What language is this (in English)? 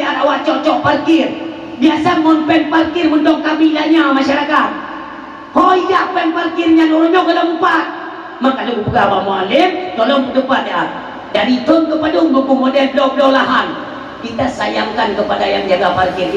Achinese